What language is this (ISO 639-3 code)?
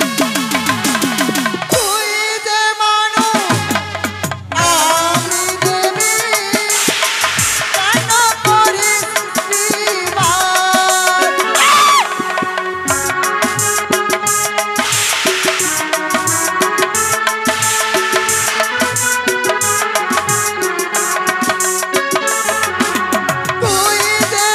ben